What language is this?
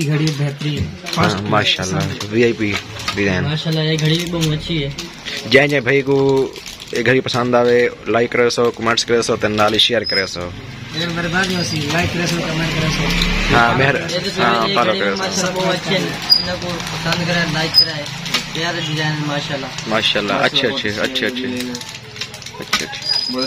Saraiki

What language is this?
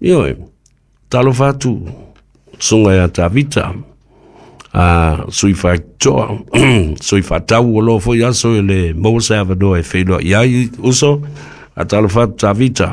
Samoan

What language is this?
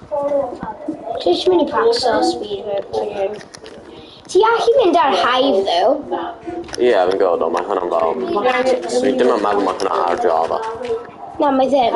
Welsh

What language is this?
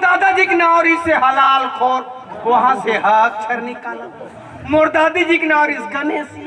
Chhattisgarhi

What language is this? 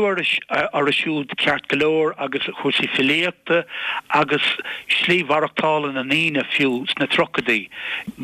Irish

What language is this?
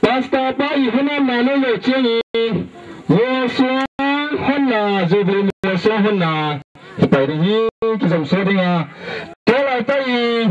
Tedim Chin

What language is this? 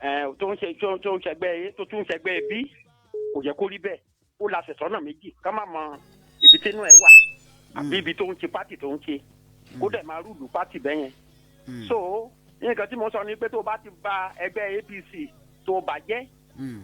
Yoruba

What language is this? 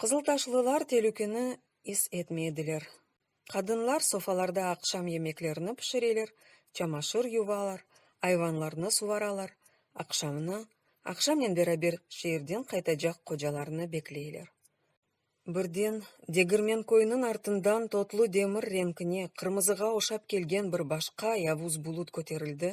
Crimean Tatar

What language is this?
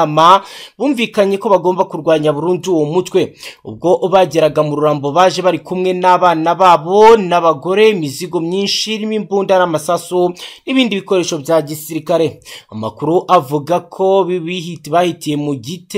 Kinyarwanda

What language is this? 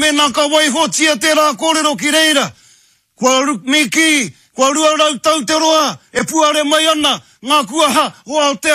Māori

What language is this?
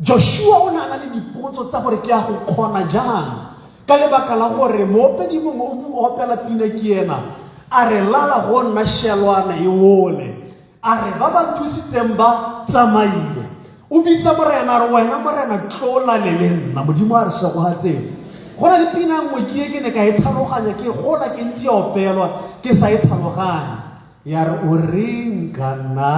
Tswana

